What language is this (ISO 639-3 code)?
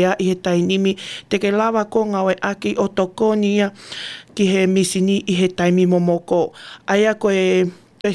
ton